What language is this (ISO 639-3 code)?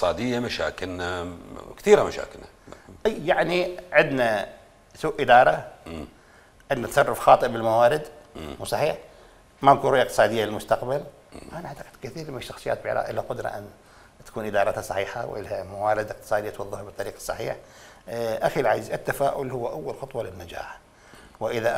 acm